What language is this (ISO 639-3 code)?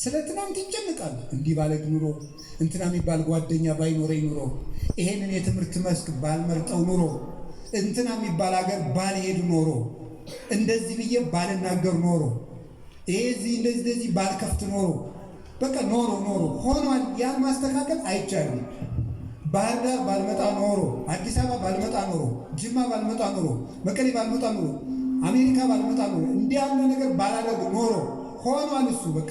amh